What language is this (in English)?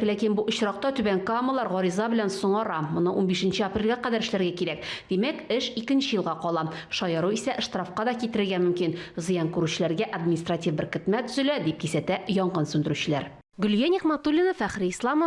Tatar